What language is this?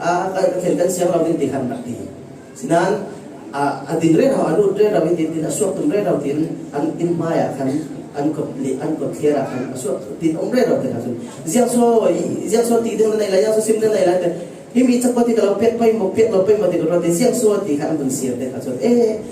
Falam Chin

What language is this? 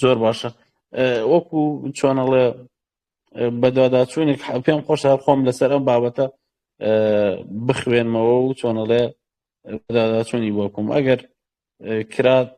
Central Kurdish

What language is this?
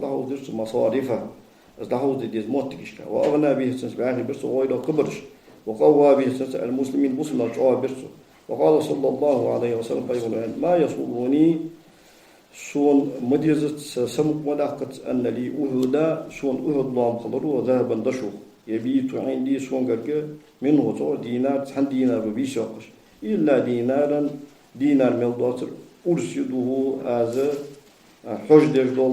Ingush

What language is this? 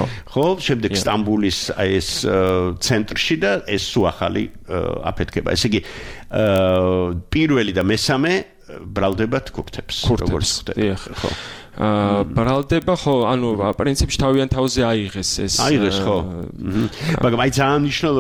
Georgian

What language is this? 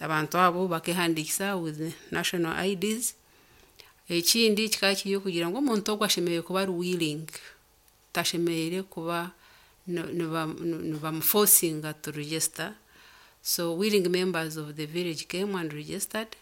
Nyankole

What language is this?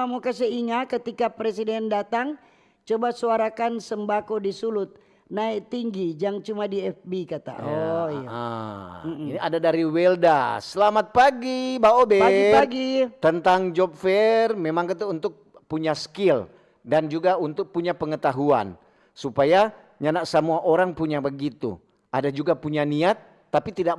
Manado Malay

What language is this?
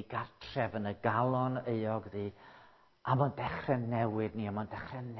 Welsh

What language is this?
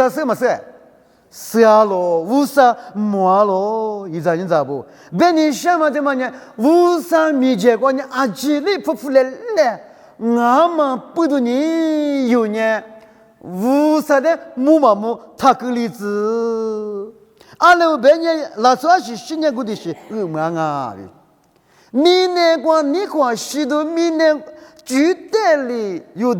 Lisu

